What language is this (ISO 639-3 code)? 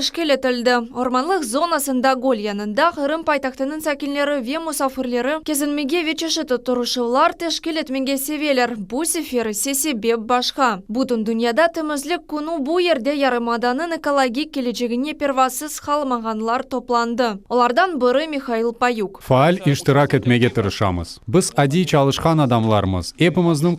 crh